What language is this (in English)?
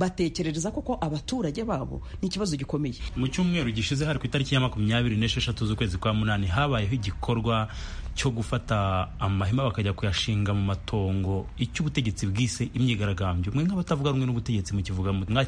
Kinyarwanda